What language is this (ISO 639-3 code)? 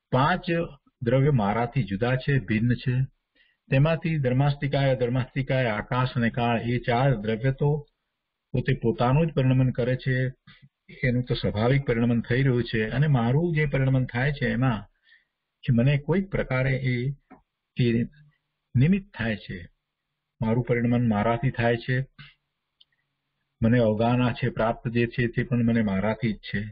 guj